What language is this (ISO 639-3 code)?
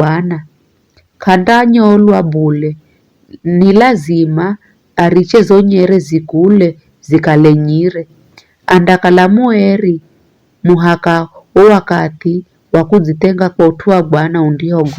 nyf